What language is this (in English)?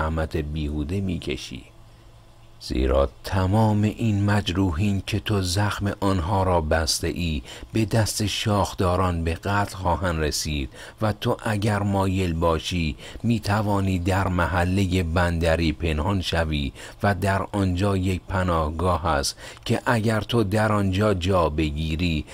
Persian